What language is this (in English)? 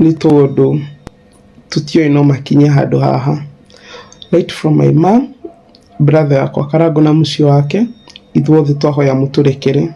Kikuyu